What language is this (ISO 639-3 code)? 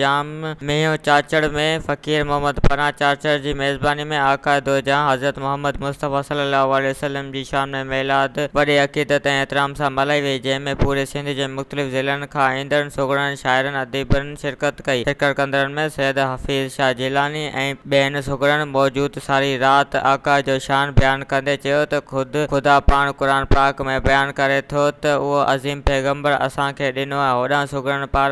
snd